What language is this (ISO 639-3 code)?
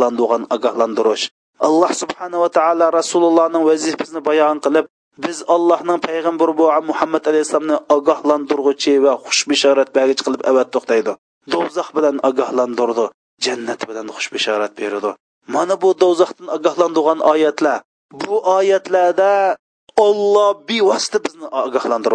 uig